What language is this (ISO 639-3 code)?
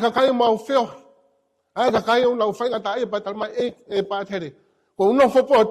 ton